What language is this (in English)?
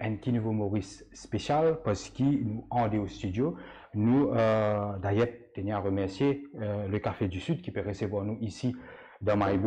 Morisyen